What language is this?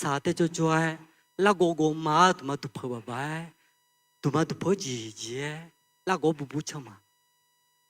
Akha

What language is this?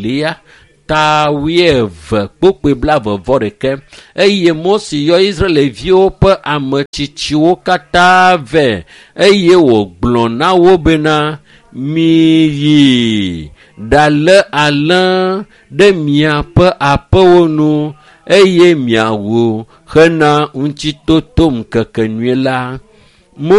Ewe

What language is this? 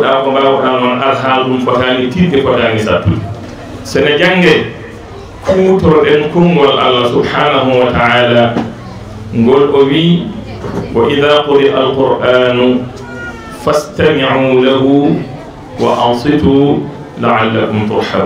Fula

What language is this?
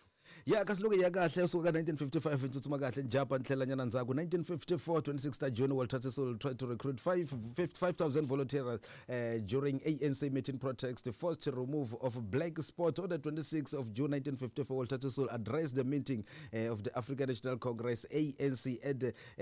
Tsonga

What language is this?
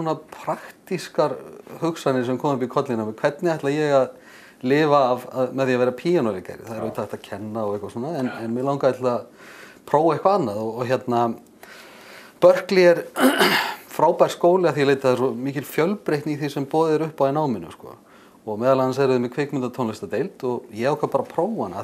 Icelandic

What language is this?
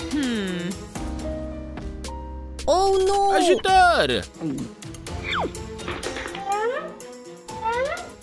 Romanian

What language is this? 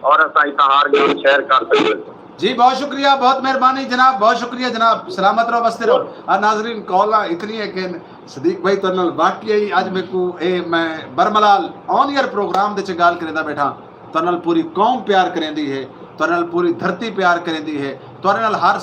Saraiki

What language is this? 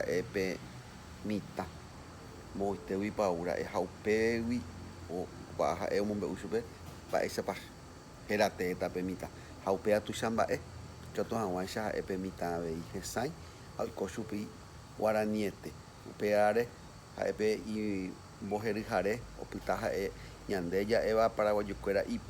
Guarani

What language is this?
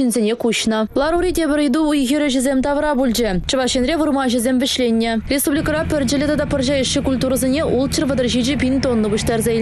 Chuvash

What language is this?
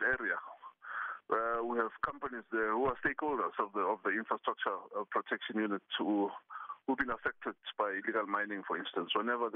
English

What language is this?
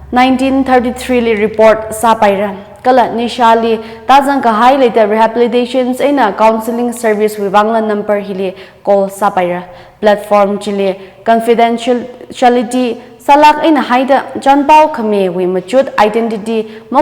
Tangkhul Naga (India)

